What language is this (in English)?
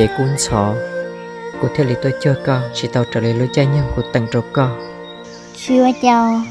Hmong